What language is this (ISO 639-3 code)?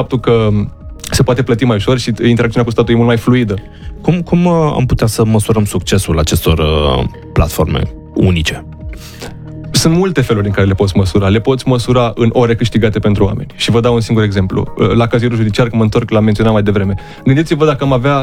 ron